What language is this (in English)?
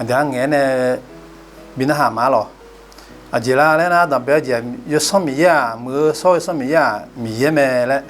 Akha